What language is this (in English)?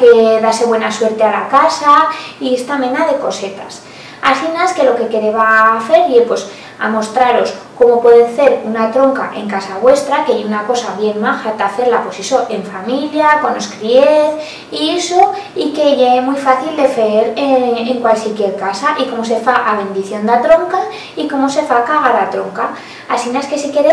Aragonese